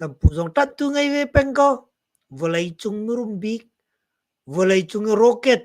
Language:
Hakha Chin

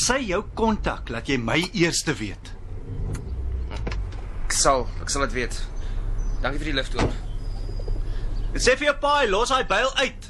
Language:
Afrikaans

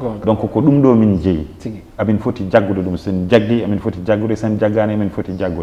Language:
Fula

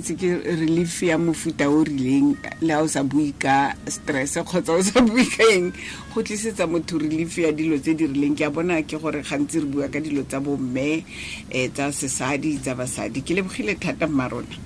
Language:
Tswana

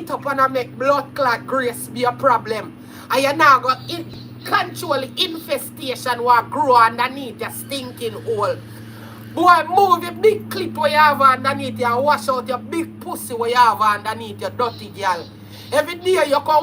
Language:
Jamaican Creole English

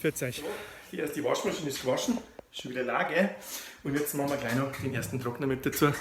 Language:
Bavarian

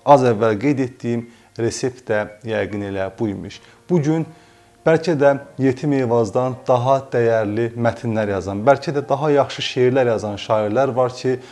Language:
Azerbaijani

